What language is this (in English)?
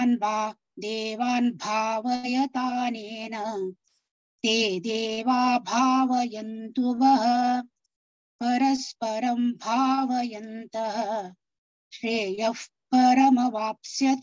Sanskrit